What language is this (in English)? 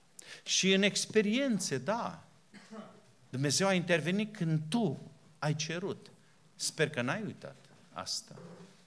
Romanian